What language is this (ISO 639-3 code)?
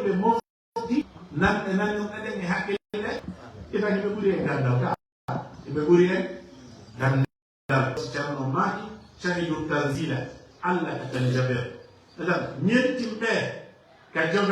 ful